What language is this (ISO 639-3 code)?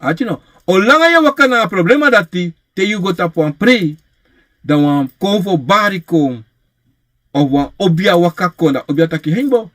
srn